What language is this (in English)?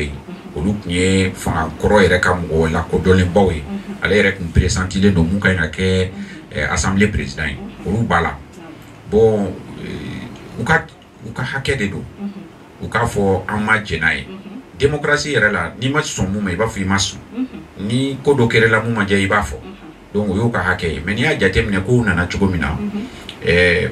Bambara